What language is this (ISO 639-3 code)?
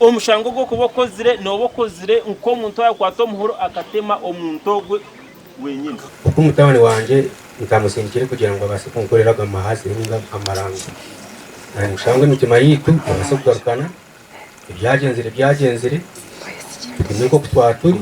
nyn